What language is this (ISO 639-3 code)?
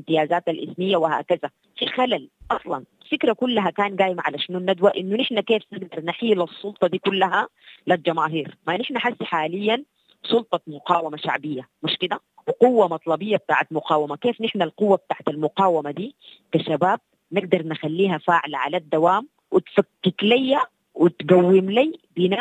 apd